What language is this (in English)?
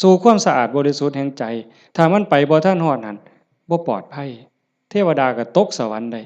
Northeastern Thai